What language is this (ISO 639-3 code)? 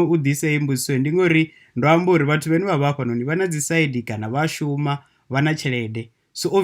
ven